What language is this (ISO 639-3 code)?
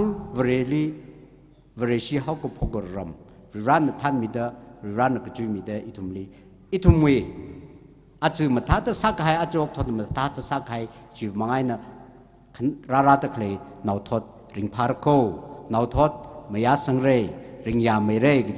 nmf